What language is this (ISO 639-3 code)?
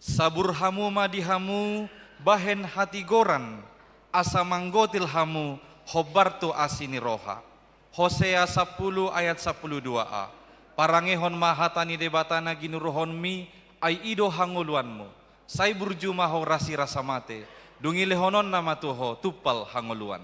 bbc